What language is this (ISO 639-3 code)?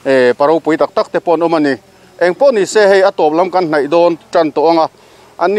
lus